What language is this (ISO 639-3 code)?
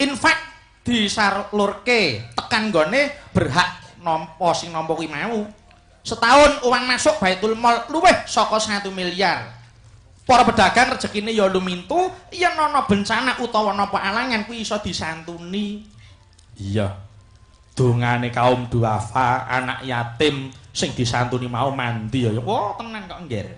jav